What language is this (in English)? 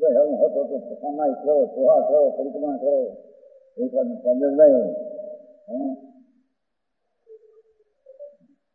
Gujarati